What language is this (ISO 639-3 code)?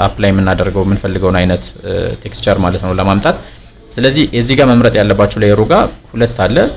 amh